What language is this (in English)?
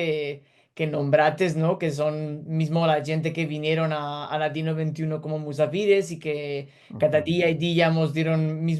Ladino